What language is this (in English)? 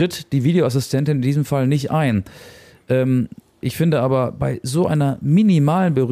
German